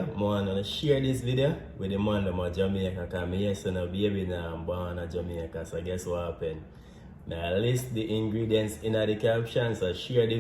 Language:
Jamaican Creole English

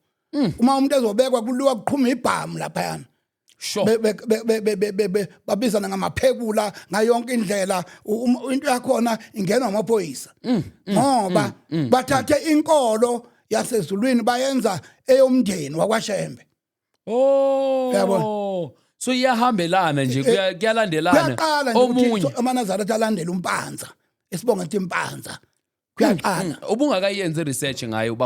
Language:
Zulu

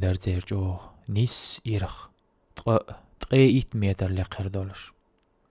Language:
Chechen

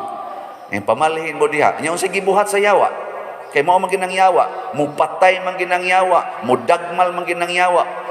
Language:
Cebuano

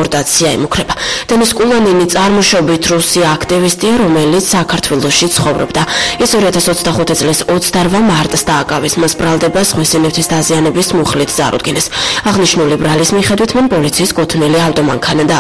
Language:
Georgian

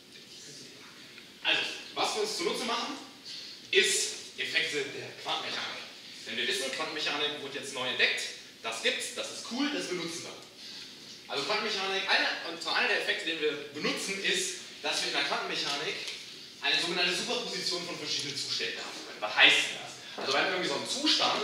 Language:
German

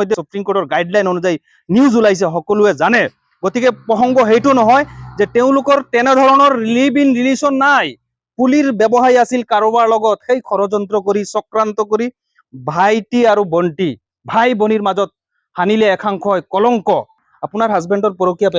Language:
Assamese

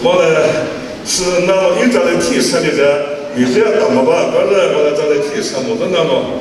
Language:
Chokri Naga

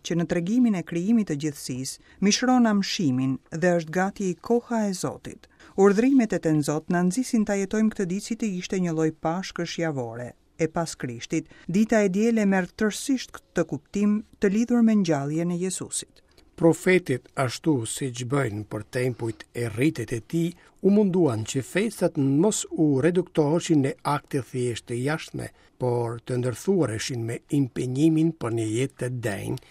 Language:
Albanian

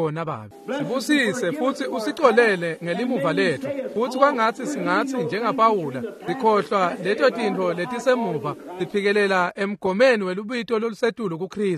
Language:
Swati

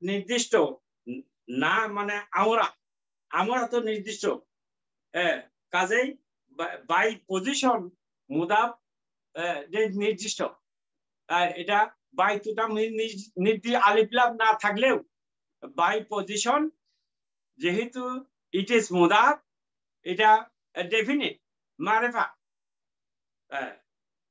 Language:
Bangla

